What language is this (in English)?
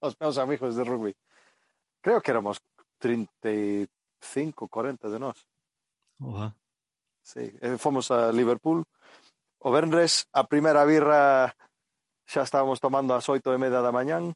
Galician